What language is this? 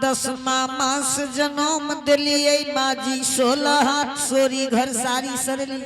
Angika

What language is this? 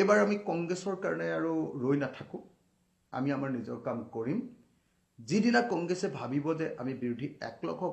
Assamese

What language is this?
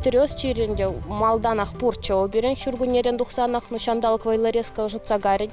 Chuvash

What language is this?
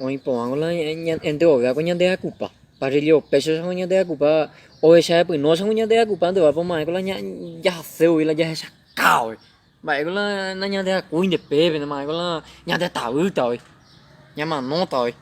Guarani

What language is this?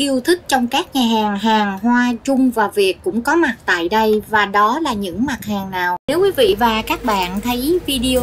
Vietnamese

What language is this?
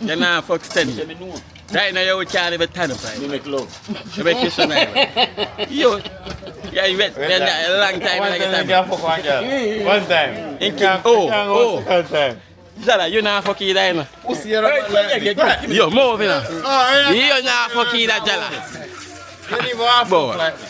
Jamaican Creole English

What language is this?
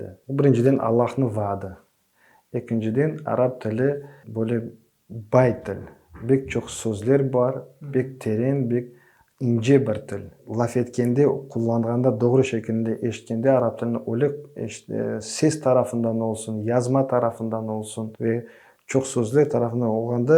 Crimean Tatar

